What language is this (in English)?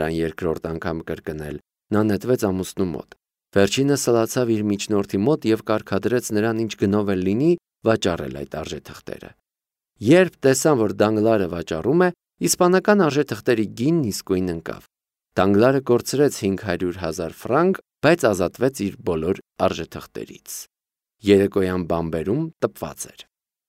Armenian